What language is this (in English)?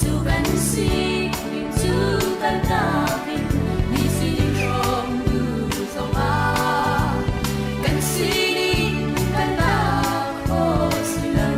Hakha Chin